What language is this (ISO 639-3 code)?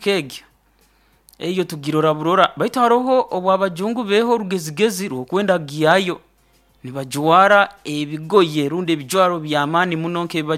nyo